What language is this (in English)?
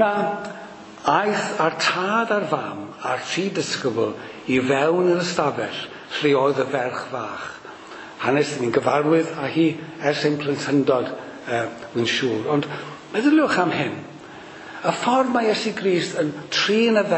Welsh